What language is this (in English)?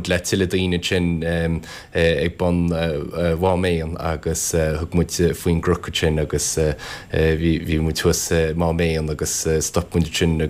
Irish